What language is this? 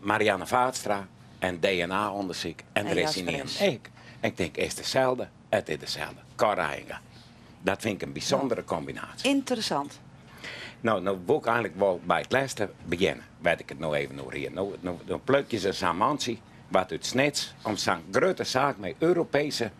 Western Frisian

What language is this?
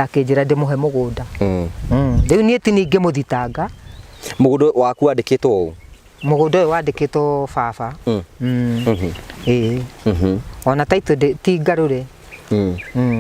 Kikuyu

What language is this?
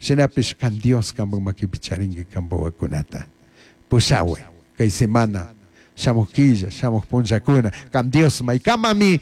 Chimborazo Highland Quichua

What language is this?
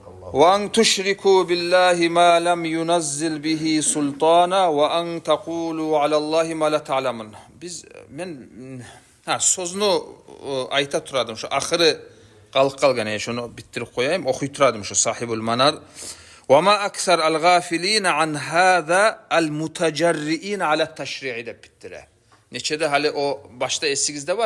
Kumyk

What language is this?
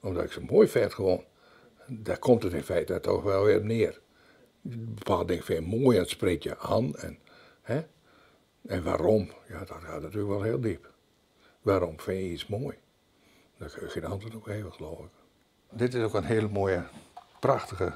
Western Frisian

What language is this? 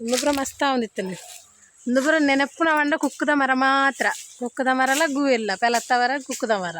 Tulu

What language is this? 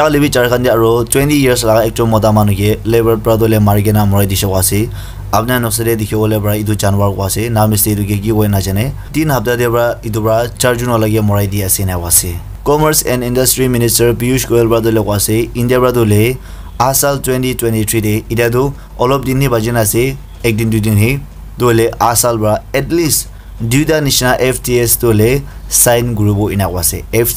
Naga Pidgin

